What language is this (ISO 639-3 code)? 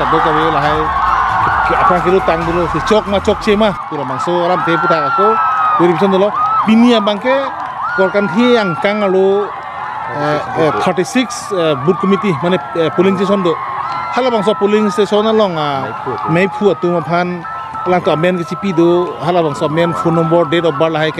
mjw